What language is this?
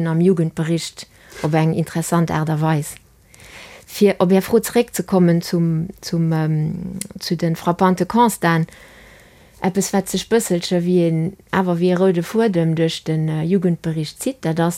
Luxembourgish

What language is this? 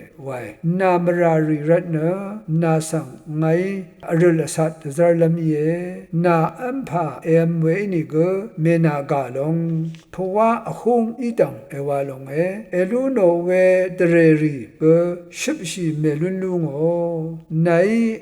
Rawang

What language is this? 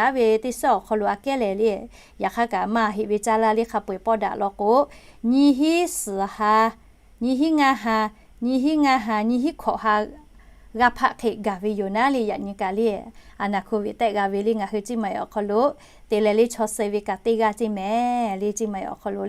Lahu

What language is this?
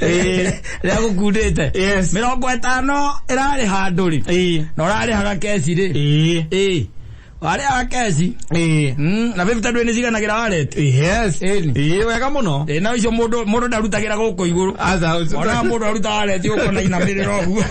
Kikuyu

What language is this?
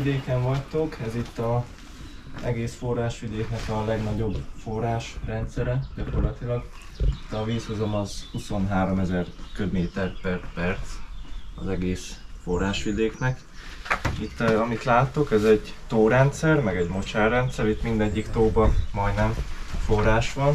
Hungarian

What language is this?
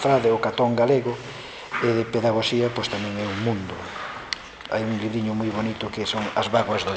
Galician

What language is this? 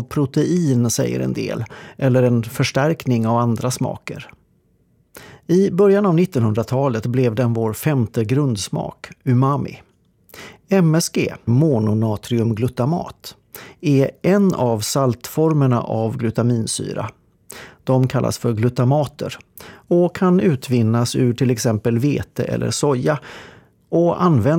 Swedish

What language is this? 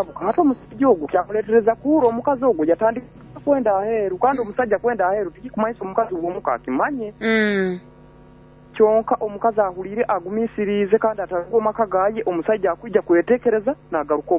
Nyoro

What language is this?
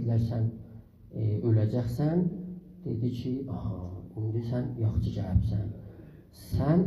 South Azerbaijani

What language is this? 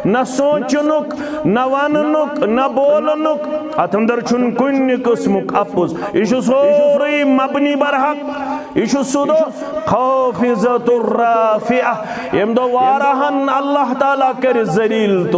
Kashmiri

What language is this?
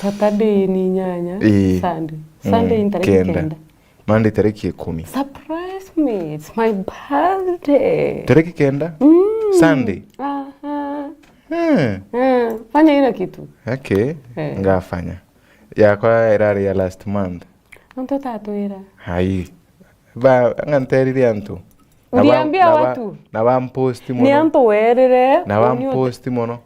Meru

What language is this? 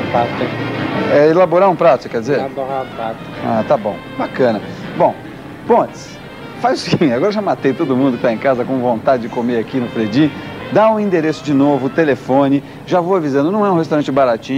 Portuguese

